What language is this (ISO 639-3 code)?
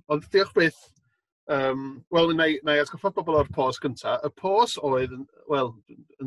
cym